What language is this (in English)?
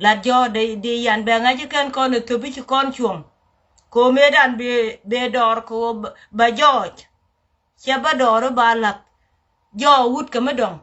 Nuer